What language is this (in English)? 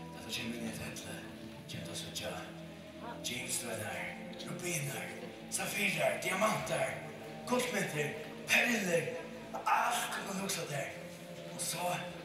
Faroese